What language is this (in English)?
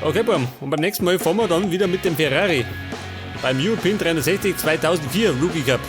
Bavarian